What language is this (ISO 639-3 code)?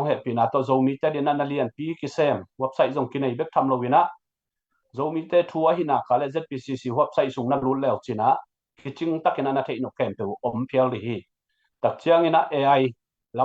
ctd